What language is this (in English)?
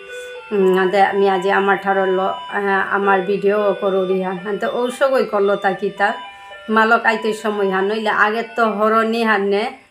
Bishnupriya